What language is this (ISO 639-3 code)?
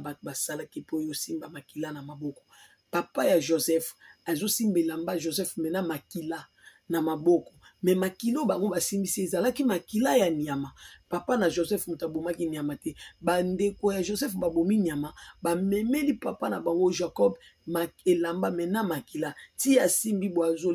lin